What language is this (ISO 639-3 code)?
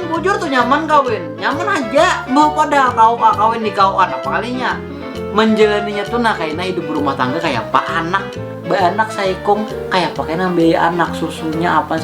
bjn